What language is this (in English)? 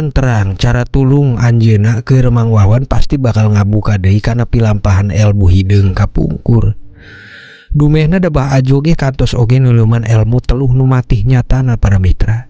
Sundanese